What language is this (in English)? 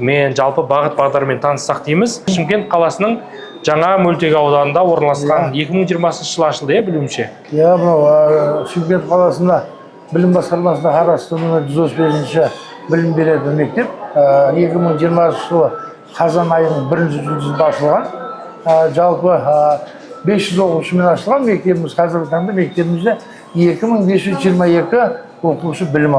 Kazakh